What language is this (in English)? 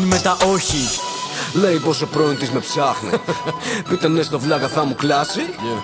Greek